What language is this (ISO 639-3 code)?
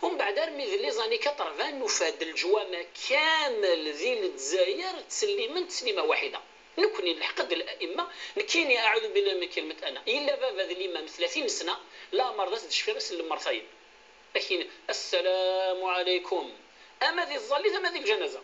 kab